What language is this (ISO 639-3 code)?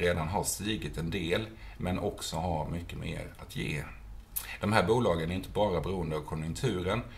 swe